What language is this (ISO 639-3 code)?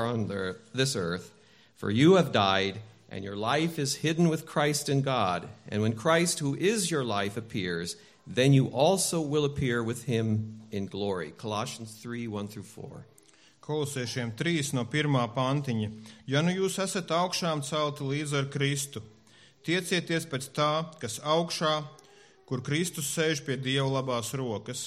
lav